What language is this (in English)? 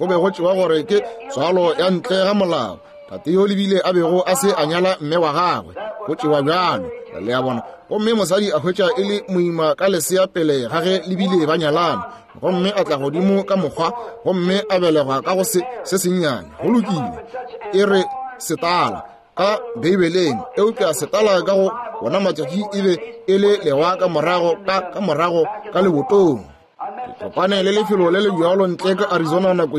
Northern Sotho